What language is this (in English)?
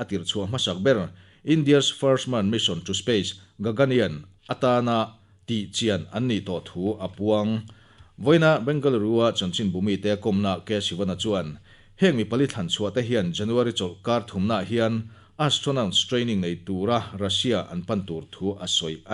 Mizo